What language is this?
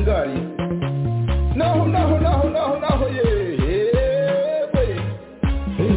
Kinyarwanda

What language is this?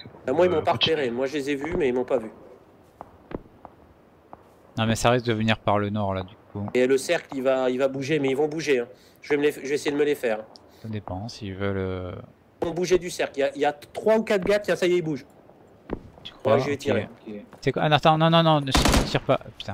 French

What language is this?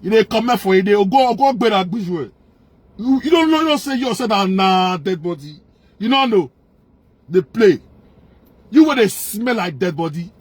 Nigerian Pidgin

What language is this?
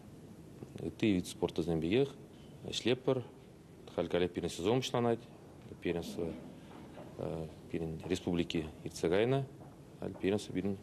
Chuvash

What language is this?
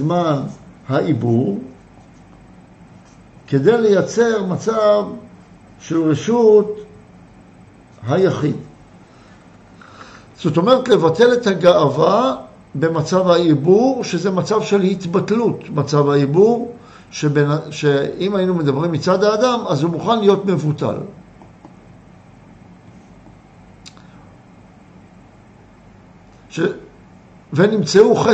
Hebrew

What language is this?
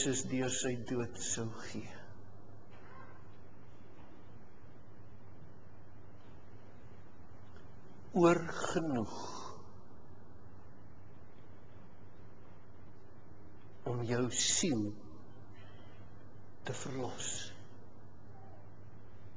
Afrikaans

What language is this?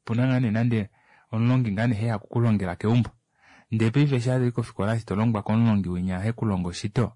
Kuanyama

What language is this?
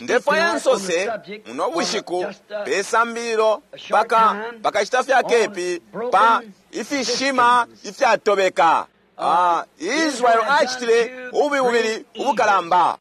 Bemba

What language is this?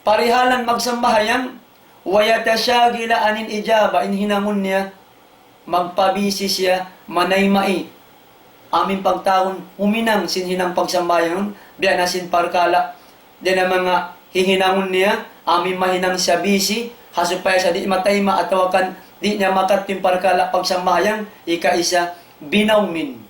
Tausug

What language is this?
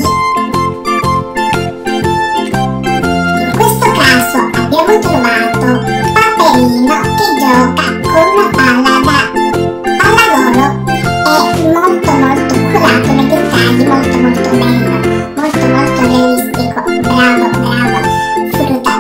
Italian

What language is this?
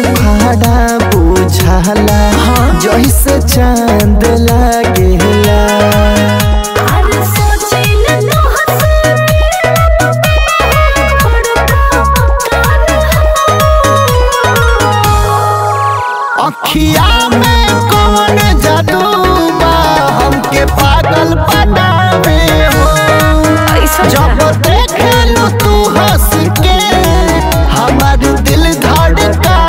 Bhojpuri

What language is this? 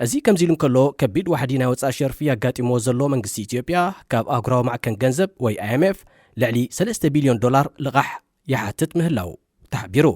Tigrinya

